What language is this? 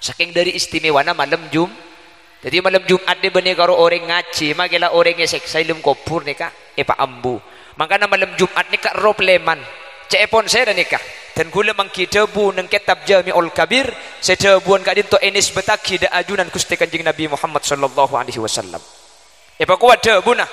Madurese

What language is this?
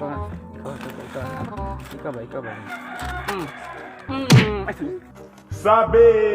Cebuano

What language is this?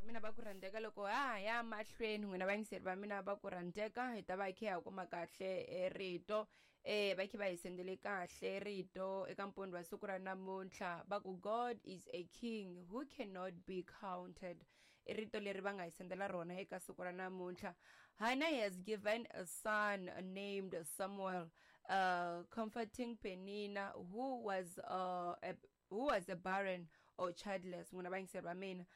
Tsonga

